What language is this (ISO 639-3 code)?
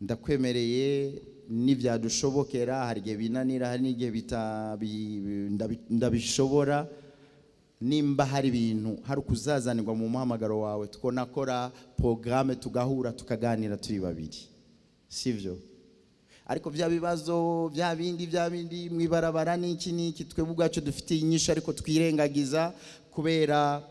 run